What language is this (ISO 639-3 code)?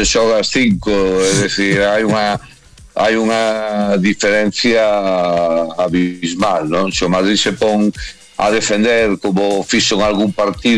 glg